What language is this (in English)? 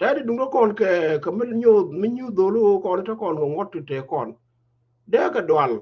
Nuer